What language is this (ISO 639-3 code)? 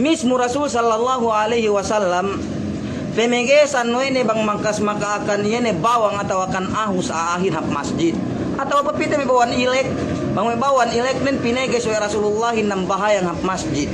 yka